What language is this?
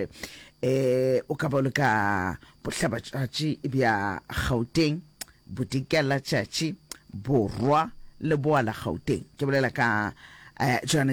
Northern Sotho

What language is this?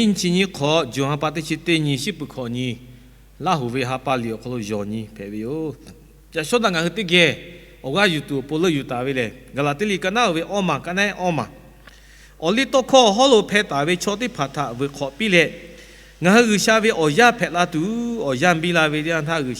Lahu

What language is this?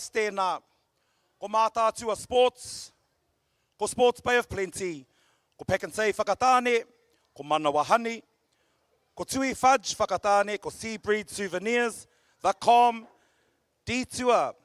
Māori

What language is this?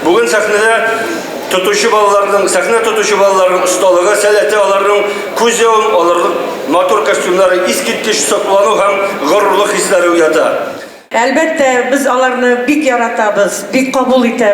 Tatar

